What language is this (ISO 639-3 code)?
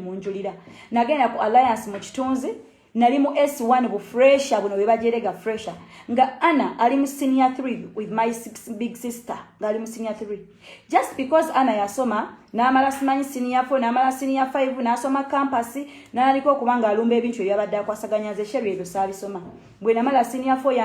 lug